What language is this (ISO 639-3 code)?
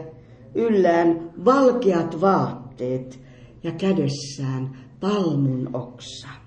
fin